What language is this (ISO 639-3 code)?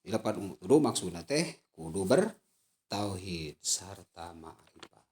sun